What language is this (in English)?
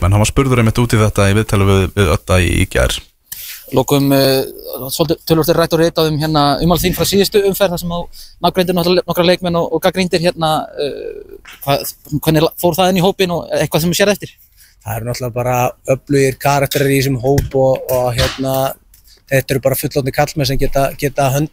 Icelandic